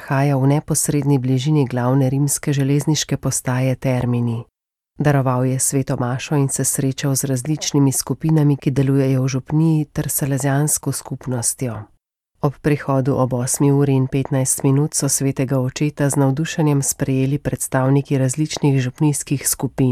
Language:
Slovenian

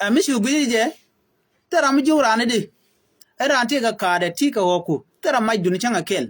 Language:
Nuer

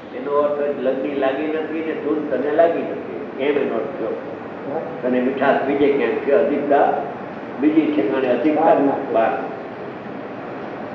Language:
Gujarati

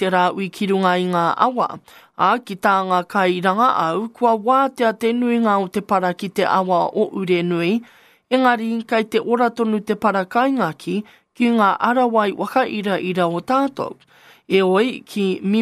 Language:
Māori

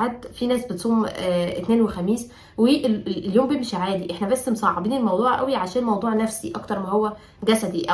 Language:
Egyptian Arabic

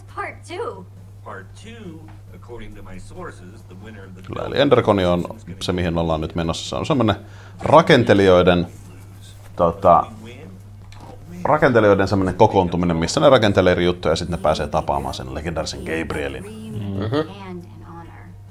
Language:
Finnish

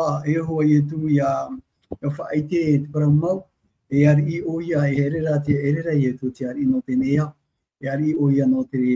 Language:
Tahitian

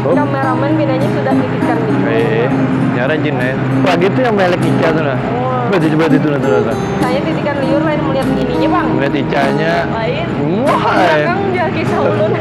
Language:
Banjar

